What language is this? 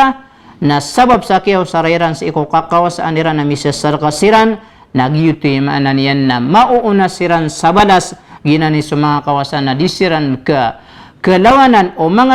Maranao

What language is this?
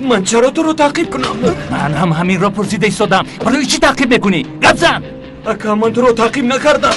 Tajik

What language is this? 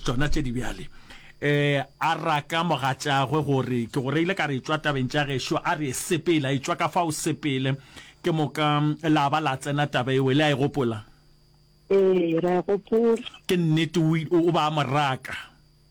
Northern Sotho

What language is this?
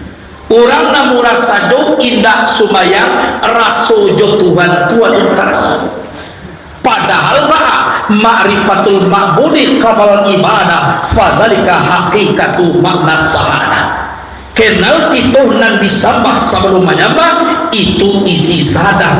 Minangkabau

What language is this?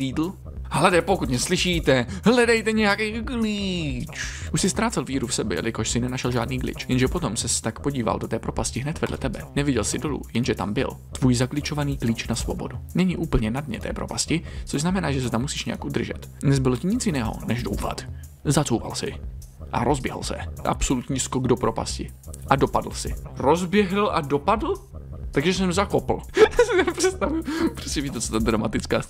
Czech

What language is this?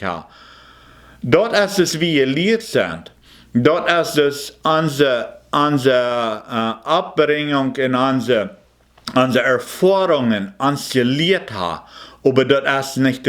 Plautdietsch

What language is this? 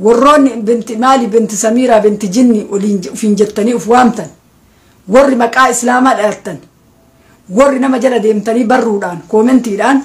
Oromo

